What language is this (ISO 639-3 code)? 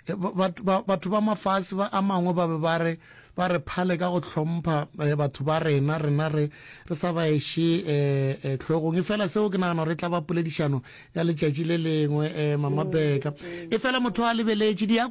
nso